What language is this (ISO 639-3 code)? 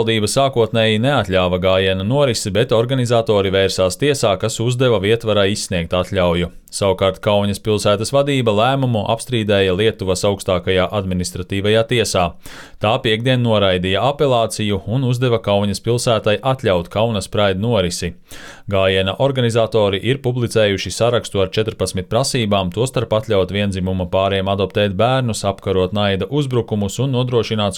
lav